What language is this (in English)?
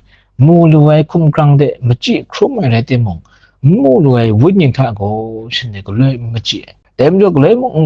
Kachin